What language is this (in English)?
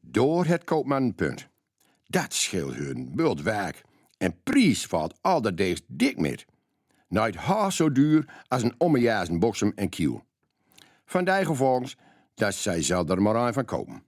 Gronings